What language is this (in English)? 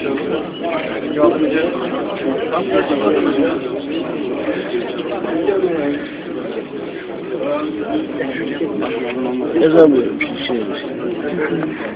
Turkish